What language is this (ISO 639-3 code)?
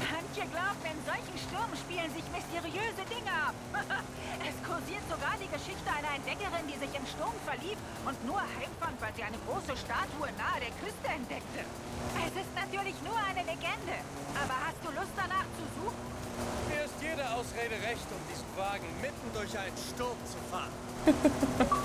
bar